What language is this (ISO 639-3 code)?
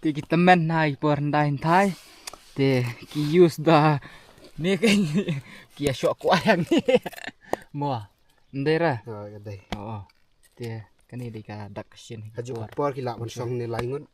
kha